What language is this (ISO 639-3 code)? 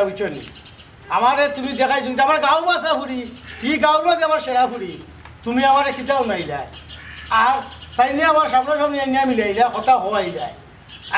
syl